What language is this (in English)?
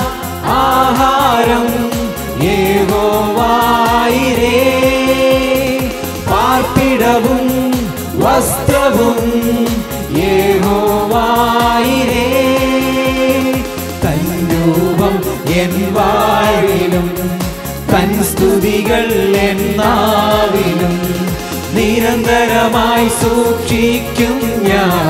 Malayalam